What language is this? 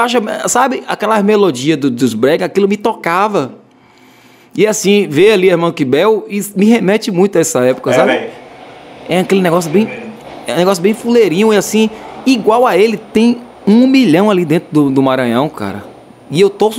Portuguese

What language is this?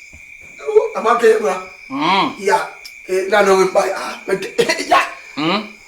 Basaa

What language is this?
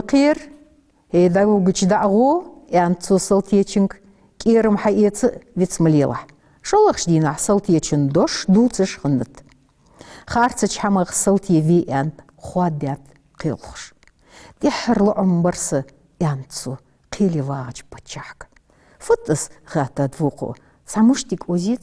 Ingush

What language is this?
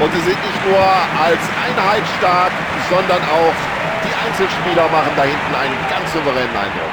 Bavarian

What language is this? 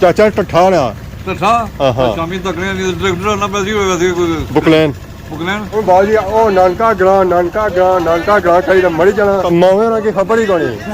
Pahari-Potwari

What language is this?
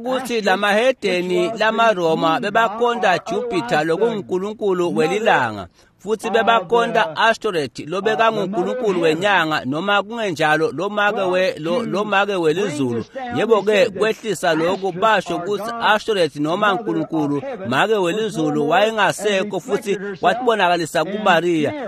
Swati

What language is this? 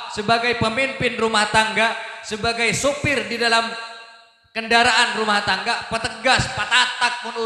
Madurese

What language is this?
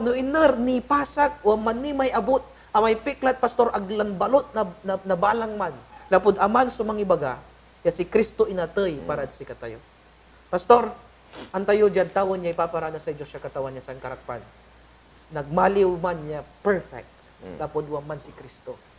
Pangasinan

